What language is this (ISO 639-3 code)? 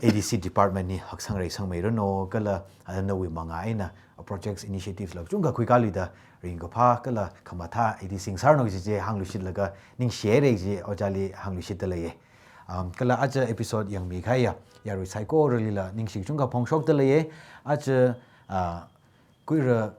nmf